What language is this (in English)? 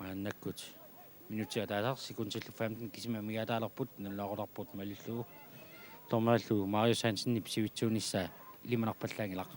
Kalaallisut